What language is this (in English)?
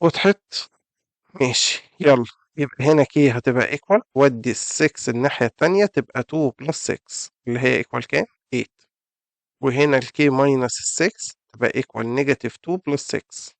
Egyptian Arabic